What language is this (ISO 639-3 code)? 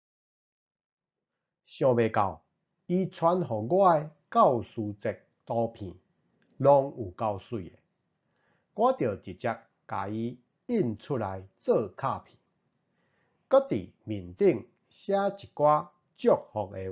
nan